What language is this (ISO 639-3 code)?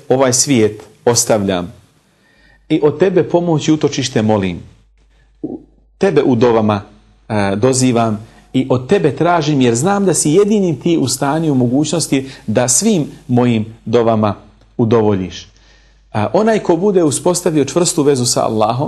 bos